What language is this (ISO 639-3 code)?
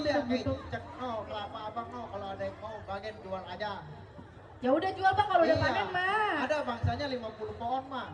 bew